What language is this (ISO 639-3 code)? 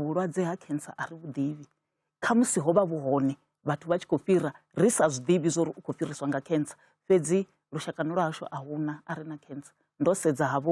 ven